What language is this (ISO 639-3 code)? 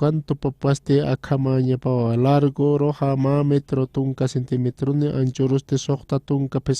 aym